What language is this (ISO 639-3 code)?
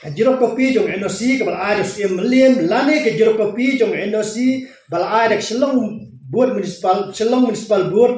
kha